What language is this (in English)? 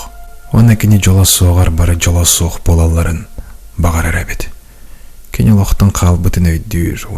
Yakut